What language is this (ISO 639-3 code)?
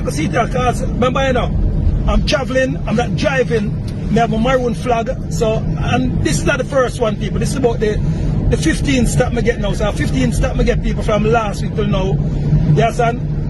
jam